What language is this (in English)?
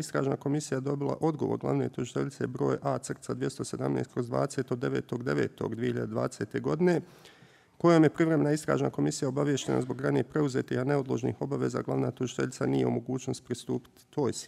Bosnian